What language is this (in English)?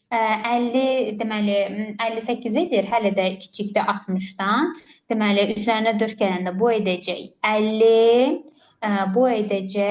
Azerbaijani